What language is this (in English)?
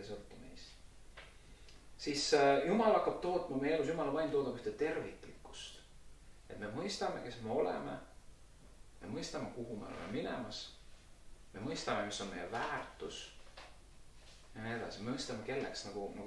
Estonian